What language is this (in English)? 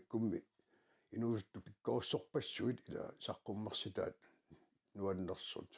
Kalaallisut